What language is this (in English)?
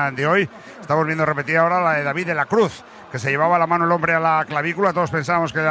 Spanish